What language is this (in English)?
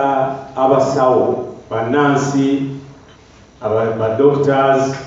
Ganda